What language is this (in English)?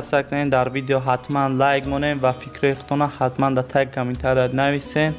Tajik